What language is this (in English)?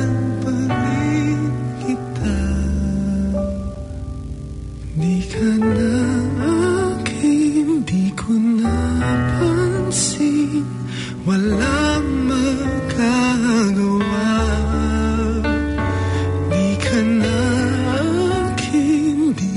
Filipino